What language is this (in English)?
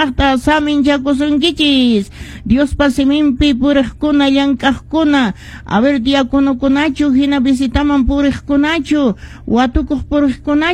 Quechua